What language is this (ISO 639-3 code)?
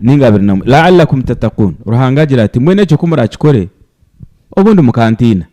nyn